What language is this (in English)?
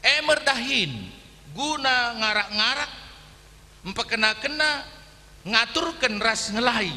Batak Karo